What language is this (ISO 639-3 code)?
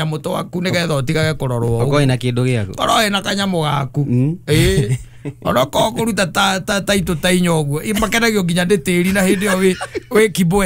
kik